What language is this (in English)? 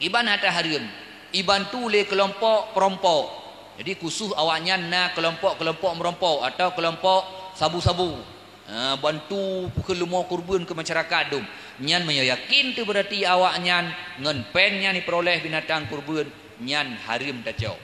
Achinese